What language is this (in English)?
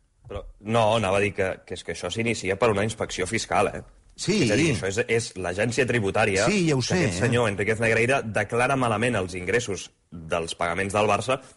Catalan